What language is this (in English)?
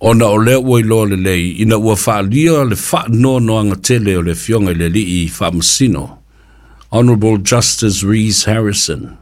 Samoan